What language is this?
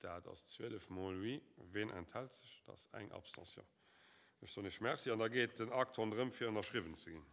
Luxembourgish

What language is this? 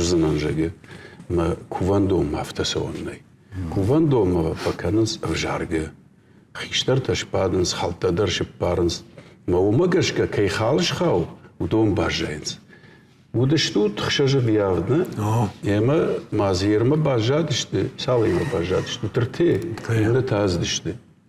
Ossetic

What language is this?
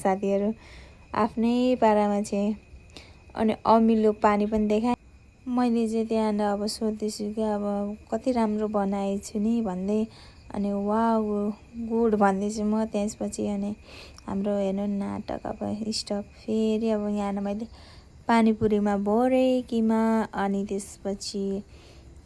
Nepali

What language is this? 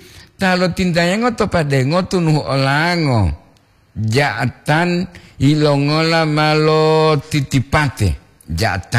Gorontalo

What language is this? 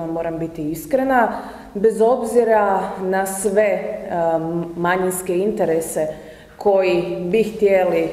Croatian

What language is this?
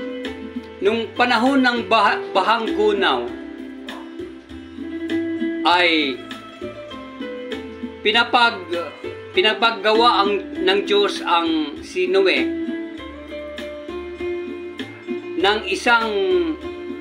Filipino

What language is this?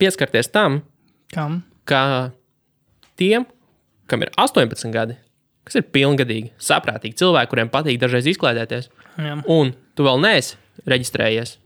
Latvian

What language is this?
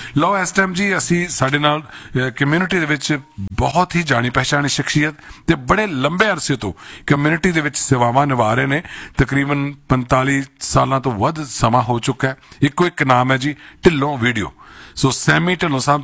Punjabi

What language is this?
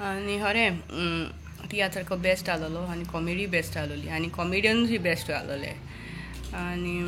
Konkani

